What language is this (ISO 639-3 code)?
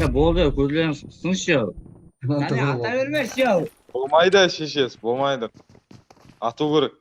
kaa